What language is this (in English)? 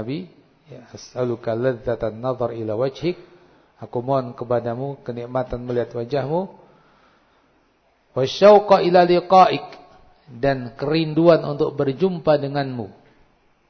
Indonesian